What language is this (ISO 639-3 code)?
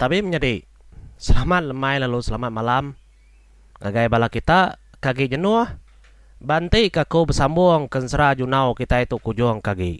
iba